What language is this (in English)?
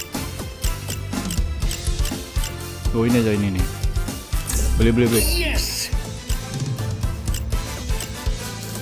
Indonesian